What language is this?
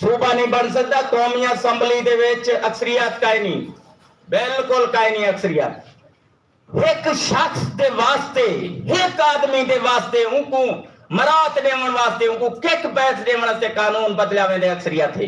Saraiki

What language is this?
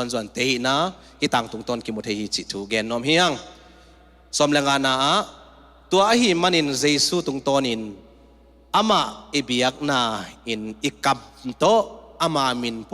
Tedim Chin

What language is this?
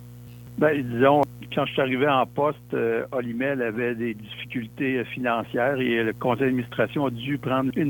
French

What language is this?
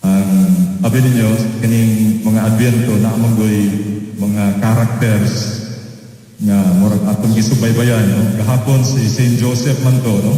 Cebuano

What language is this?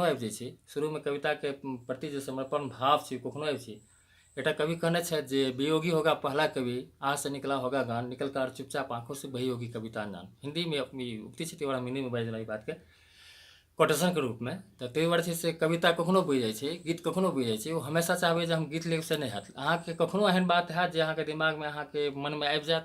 Maithili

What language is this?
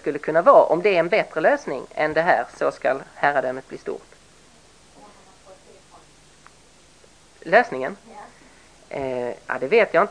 Swedish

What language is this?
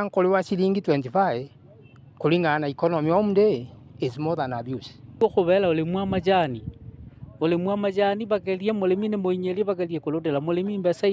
Meru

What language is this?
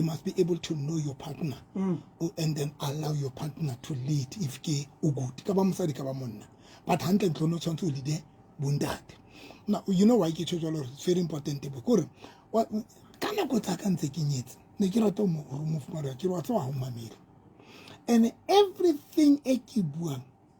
Southern Sotho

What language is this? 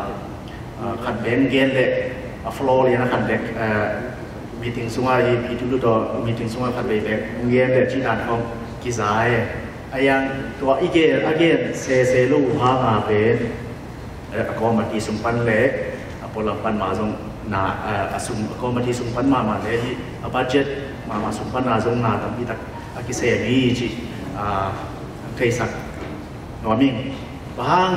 Tedim Chin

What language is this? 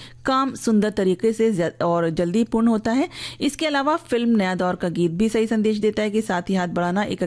Hindi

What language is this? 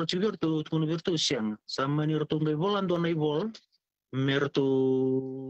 Fijian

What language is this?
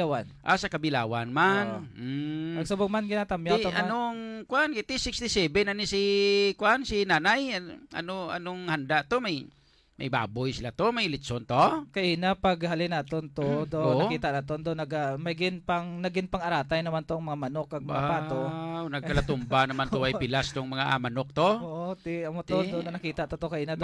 Hiligaynon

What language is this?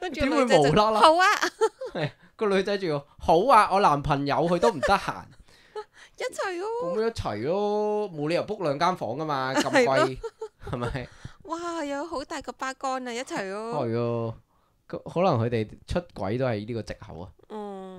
Cantonese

